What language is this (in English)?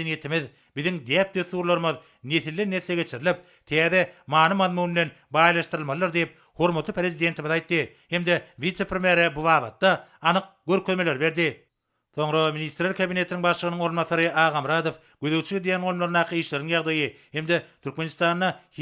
Turkmen